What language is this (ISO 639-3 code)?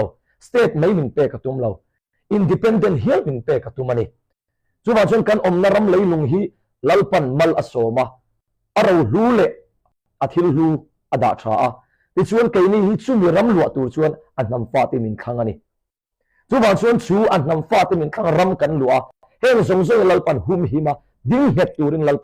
hmr